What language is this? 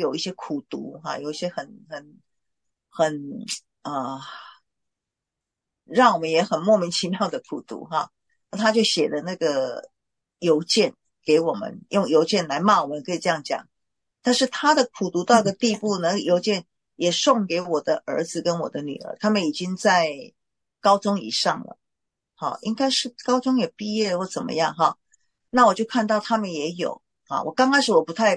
Chinese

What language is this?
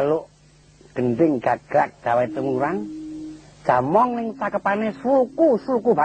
Javanese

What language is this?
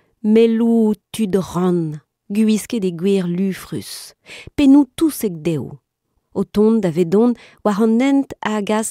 Breton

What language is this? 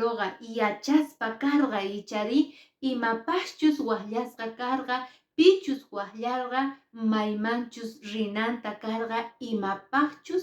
Quechua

